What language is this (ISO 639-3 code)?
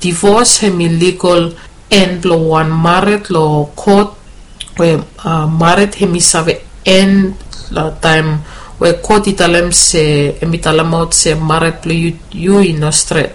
bis